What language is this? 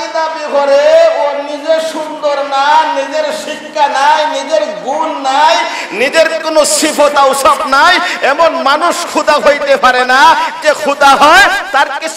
Sylheti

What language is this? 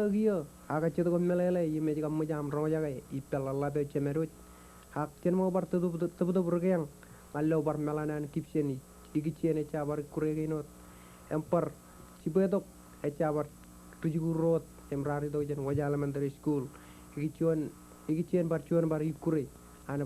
Marshallese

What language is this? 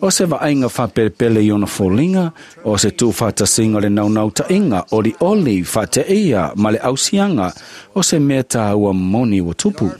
Samoan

